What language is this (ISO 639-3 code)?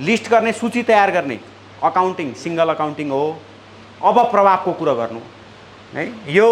nep